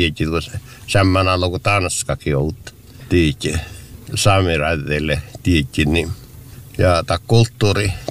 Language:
Finnish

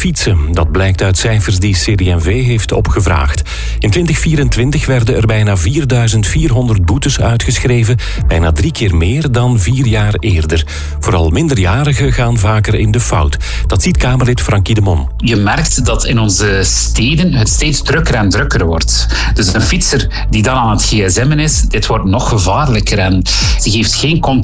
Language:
Dutch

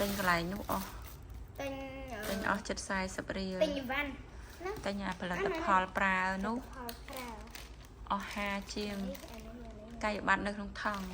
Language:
Khmer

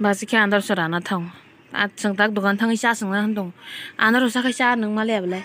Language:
Kok Borok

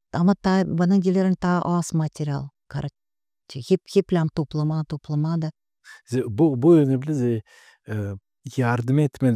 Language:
Gagauz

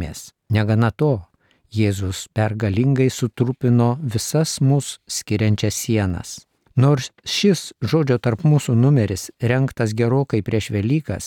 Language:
Lithuanian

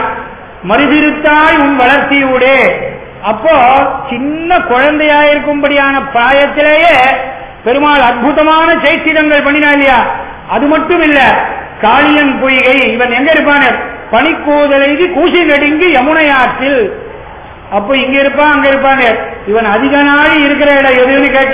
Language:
Tamil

